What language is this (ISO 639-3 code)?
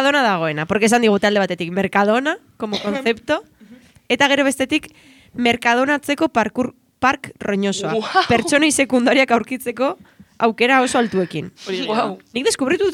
eus